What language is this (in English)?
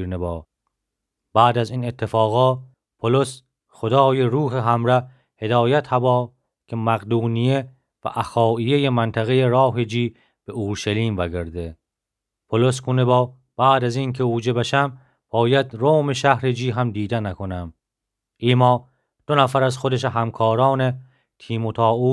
Gilaki